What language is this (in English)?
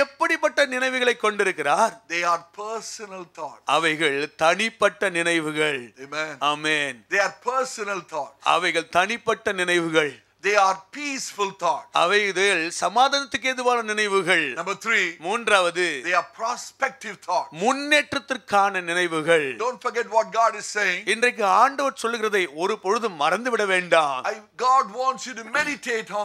Tamil